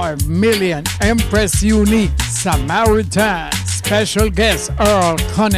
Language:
Jamaican Creole English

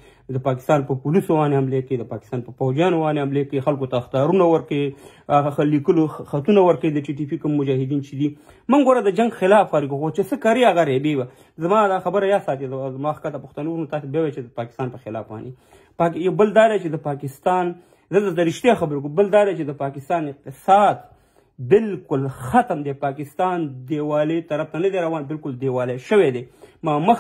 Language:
Pashto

